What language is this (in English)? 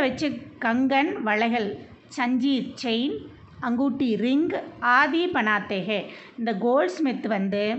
Tamil